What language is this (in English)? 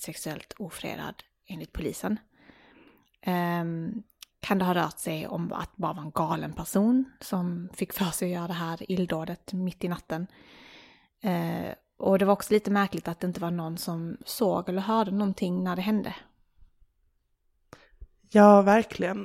Swedish